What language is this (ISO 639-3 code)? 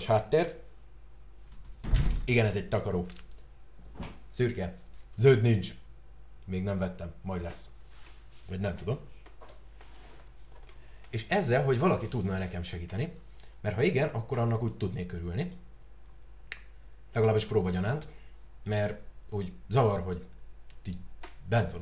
hun